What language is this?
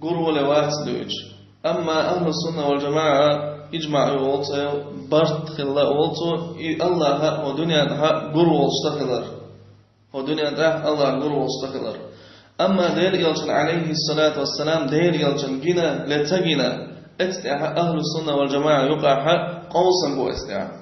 Chechen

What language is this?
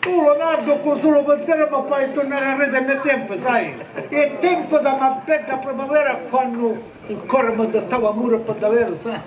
Sicilian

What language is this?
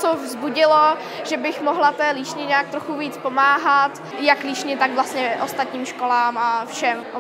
Czech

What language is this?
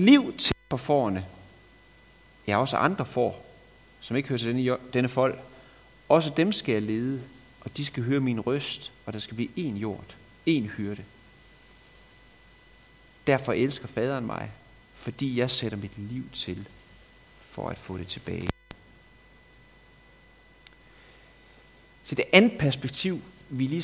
Danish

